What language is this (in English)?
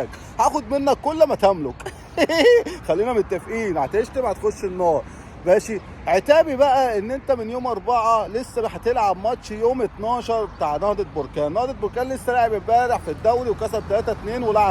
Egyptian Arabic